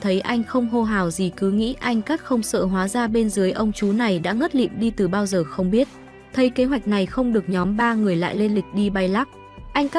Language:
Vietnamese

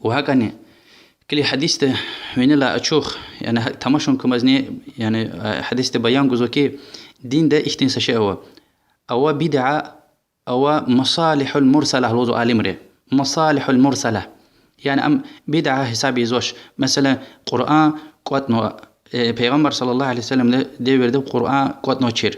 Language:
Lezghian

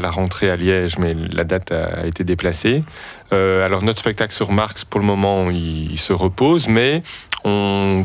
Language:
French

